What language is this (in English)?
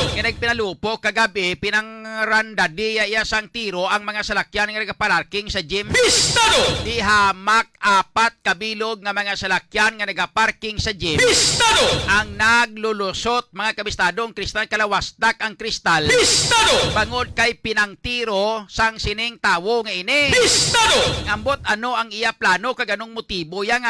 Hiligaynon